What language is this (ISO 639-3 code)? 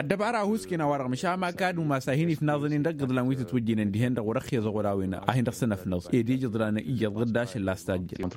taq